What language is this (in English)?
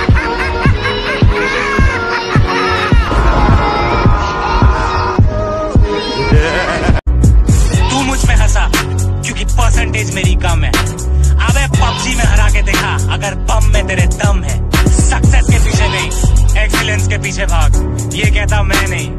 Hindi